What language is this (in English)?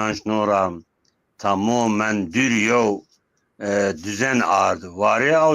Zaza